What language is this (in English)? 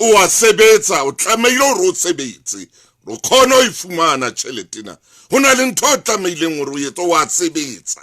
Southern Sotho